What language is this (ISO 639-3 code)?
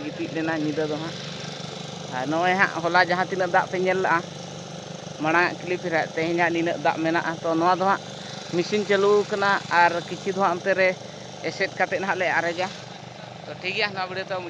sat